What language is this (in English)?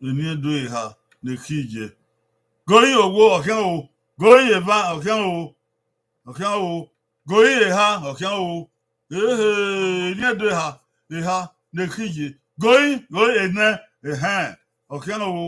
Bini